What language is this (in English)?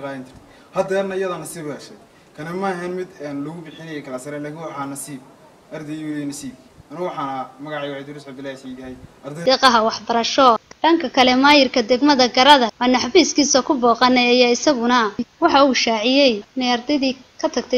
Somali